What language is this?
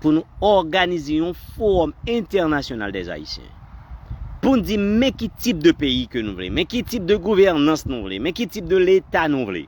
Haitian Creole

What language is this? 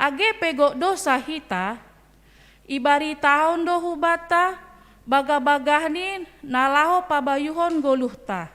Batak Simalungun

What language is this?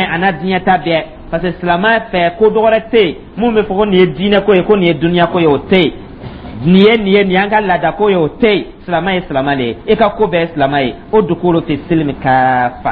Dyula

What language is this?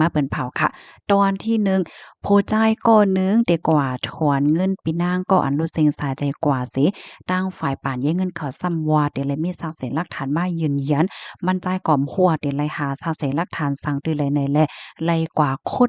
Shan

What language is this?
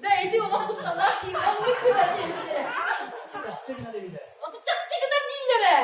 Yakut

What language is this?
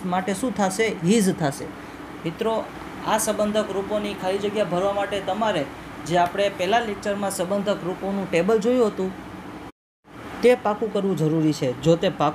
Gujarati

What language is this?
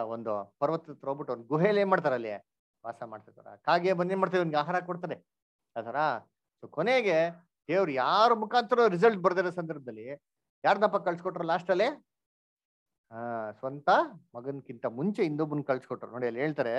Kannada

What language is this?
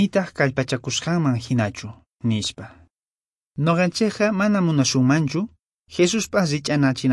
Quechua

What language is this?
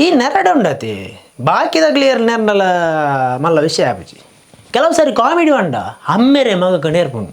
Tulu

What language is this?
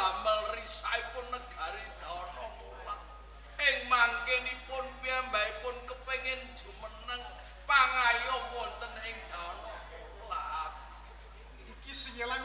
Javanese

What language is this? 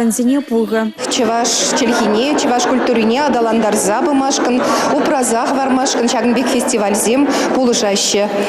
Chuvash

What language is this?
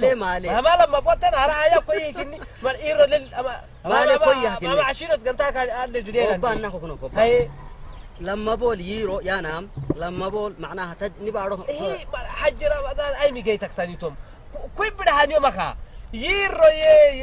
Saho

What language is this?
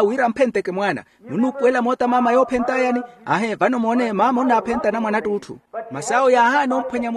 Makhuwa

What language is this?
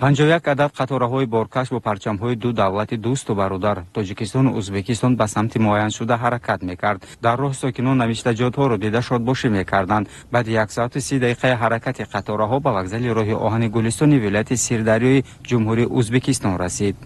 Tajik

